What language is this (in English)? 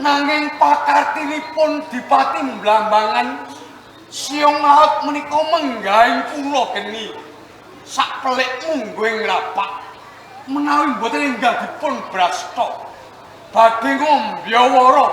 Javanese